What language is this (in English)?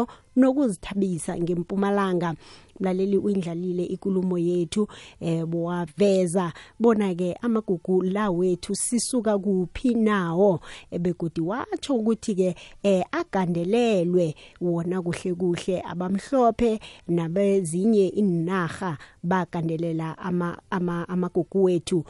South Ndebele